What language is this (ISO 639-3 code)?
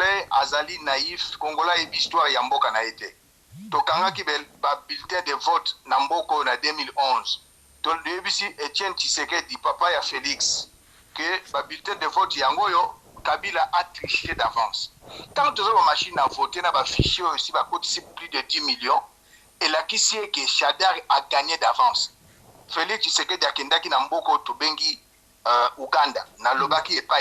lin